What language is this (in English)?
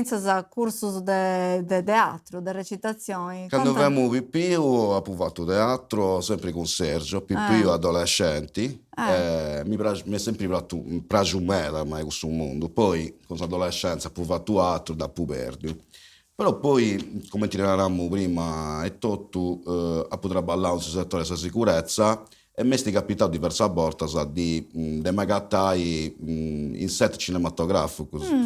Sardinian